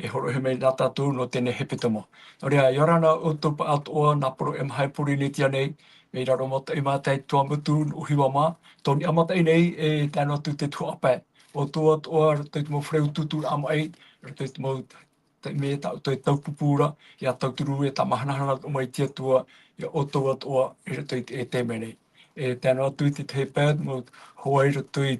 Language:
Tahitian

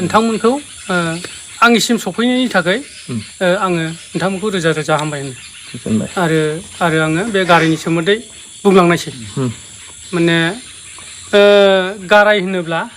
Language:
Bodo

